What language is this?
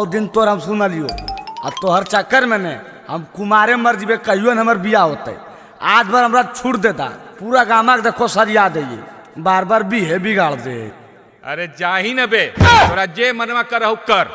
Magahi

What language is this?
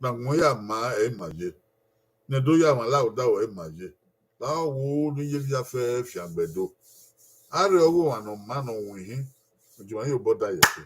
Bini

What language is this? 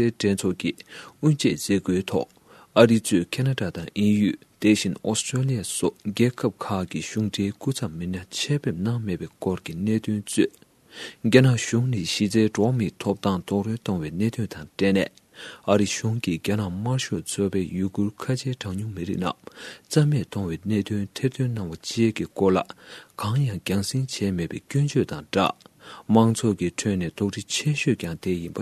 Tibetan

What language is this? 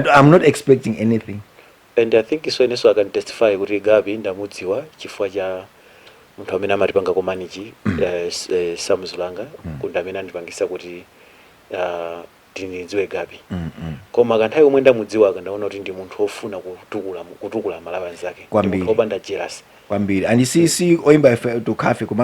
Nyanja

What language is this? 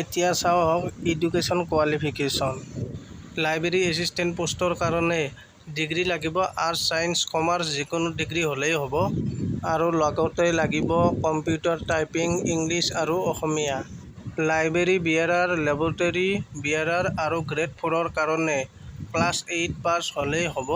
Assamese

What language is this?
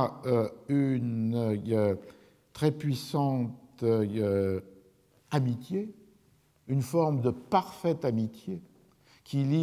French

